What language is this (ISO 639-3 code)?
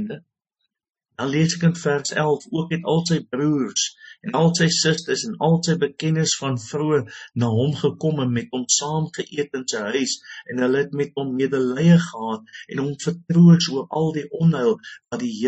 afr